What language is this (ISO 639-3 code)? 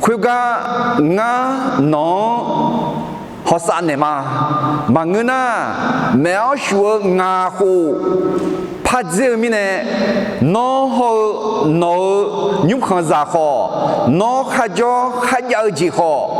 ahk